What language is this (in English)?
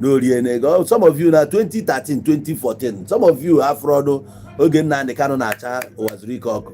Igbo